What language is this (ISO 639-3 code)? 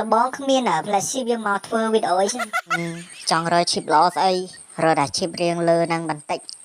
khm